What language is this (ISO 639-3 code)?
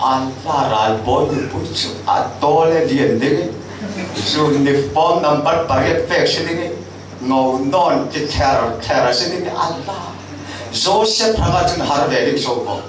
cfm